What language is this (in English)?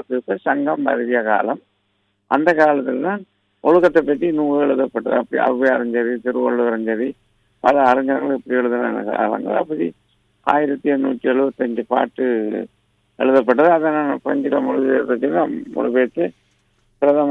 Tamil